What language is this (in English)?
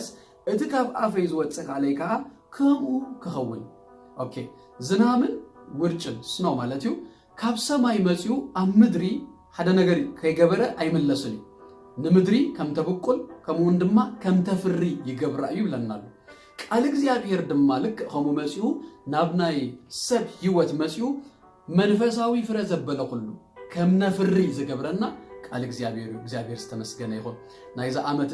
Tigrinya